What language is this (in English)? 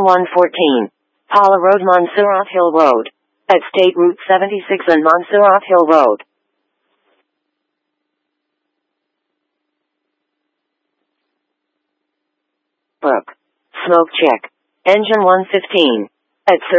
English